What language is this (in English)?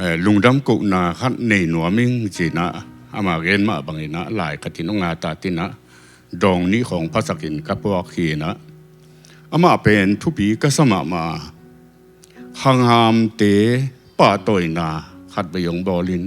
Tedim Chin